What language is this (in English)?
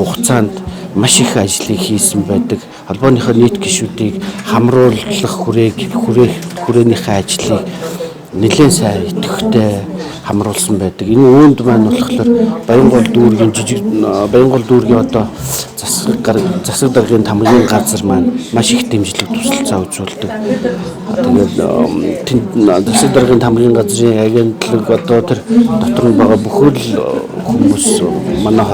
Mongolian